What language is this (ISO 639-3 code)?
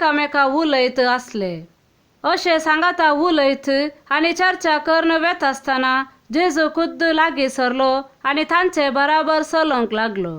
kok